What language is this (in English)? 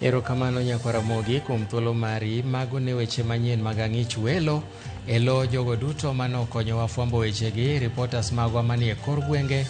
Luo (Kenya and Tanzania)